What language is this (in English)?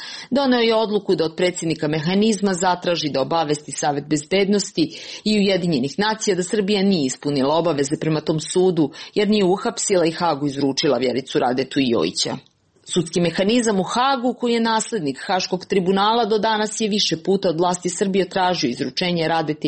Serbian